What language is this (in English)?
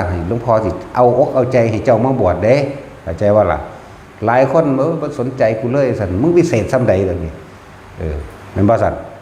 Northeastern Thai